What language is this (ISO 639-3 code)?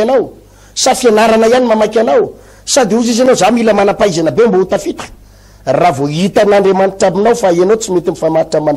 mlg